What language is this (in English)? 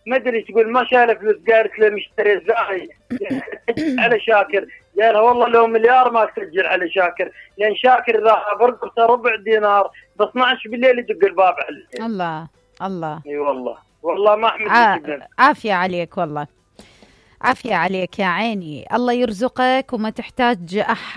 Mesopotamian Arabic